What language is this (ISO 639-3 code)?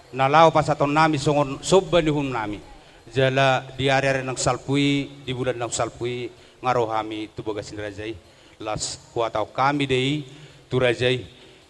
bbc